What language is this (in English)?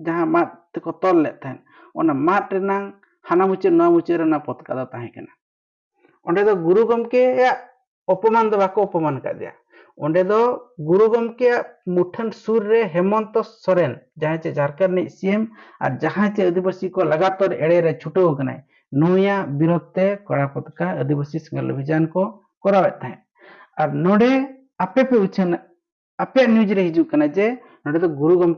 Santali